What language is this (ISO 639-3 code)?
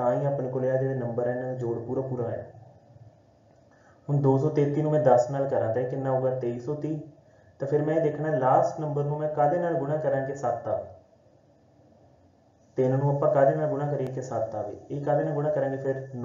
pan